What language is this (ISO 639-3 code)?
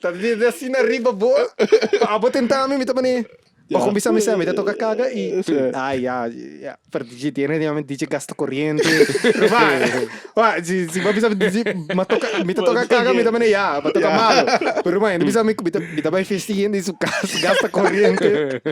pap